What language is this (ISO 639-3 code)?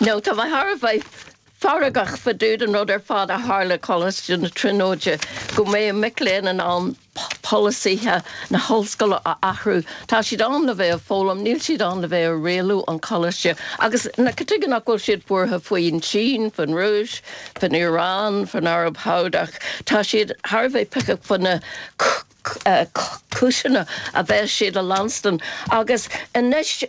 gle